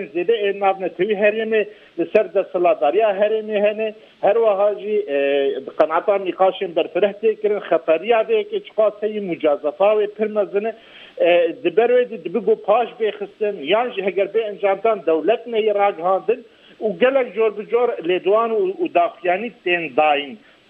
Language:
Kurdish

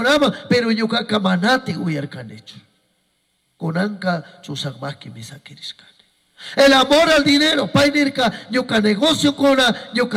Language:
Chimborazo Highland Quichua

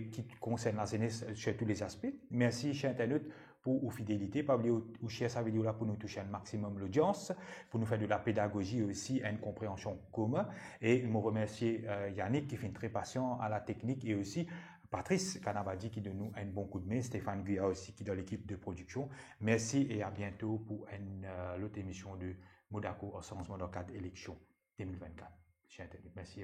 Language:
Morisyen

